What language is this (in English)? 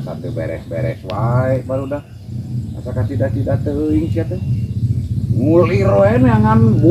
Sundanese